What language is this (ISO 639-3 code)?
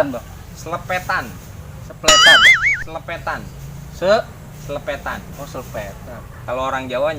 bew